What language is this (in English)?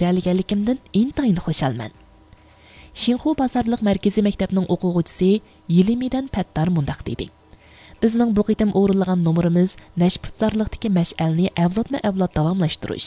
Uyghur